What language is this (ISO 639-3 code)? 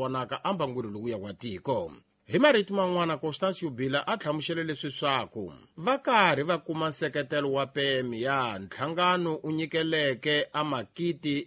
tso